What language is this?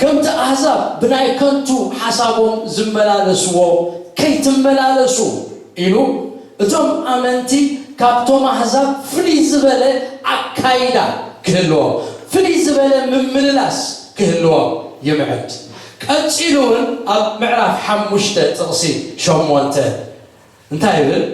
Tigrinya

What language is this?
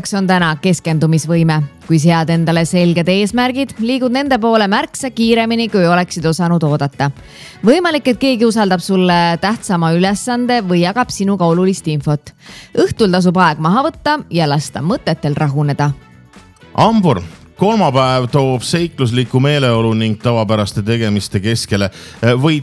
Estonian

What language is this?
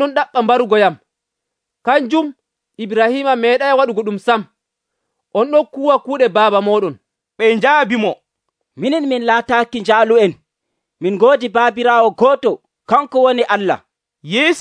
Nigerian Fulfulde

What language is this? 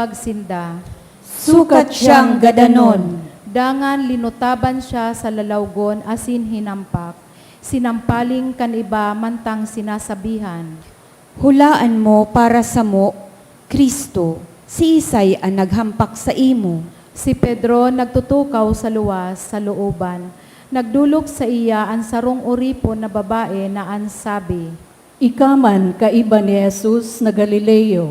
Bikol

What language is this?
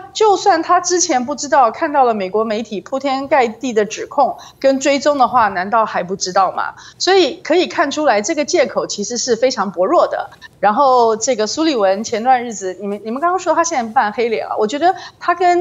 Chinese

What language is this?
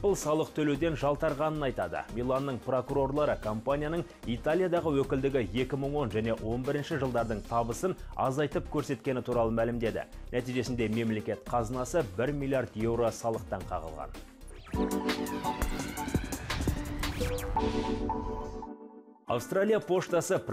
Kazakh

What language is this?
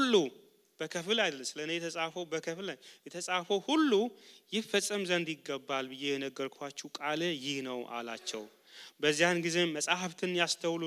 Amharic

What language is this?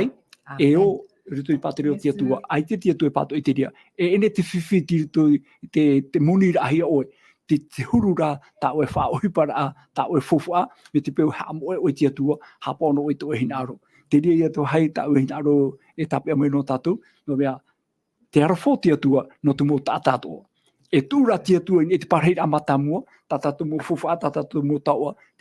Tahitian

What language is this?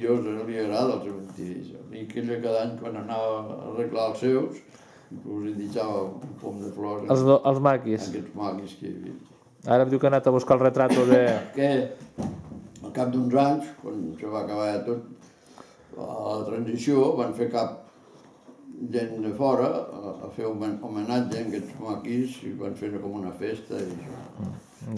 Catalan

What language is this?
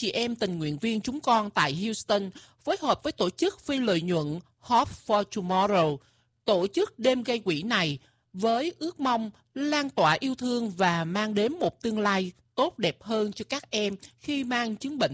Vietnamese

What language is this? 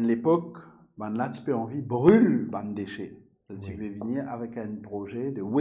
Morisyen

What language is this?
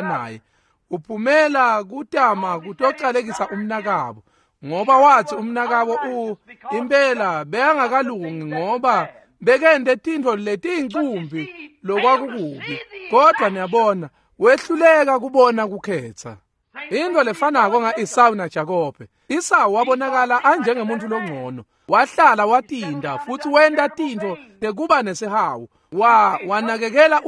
Swati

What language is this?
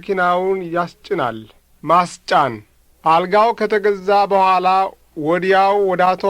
Amharic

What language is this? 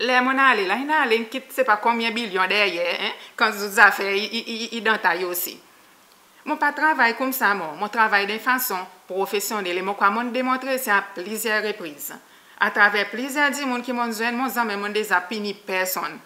Seselwa Creole French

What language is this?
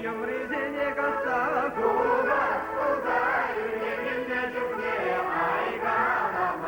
Chuvash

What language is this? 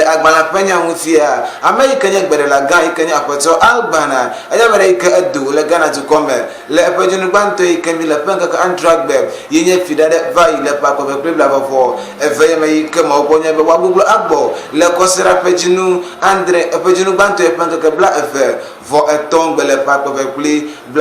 Ewe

